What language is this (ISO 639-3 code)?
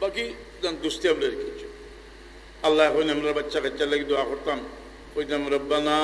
syl